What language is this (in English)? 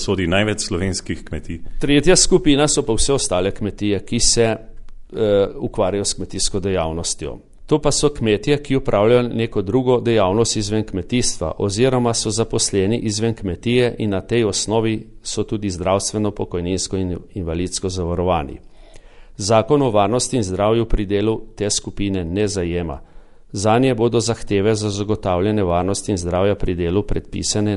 Slovenian